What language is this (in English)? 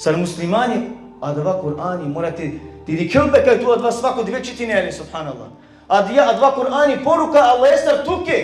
Balkan Romani